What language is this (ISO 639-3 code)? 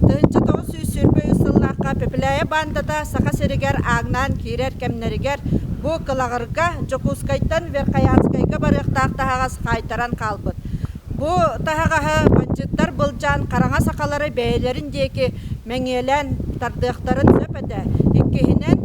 sah